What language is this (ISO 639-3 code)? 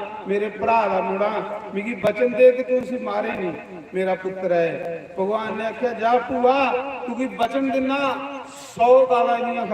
doi